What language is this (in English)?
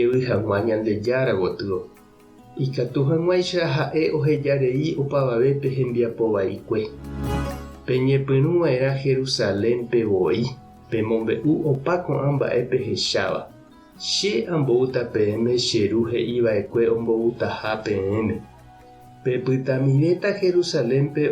Guarani